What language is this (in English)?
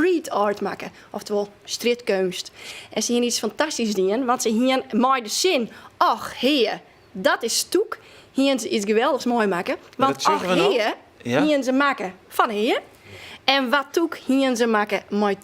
Western Frisian